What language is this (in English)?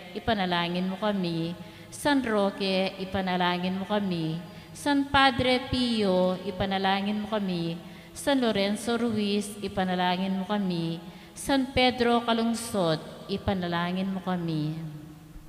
Pampanga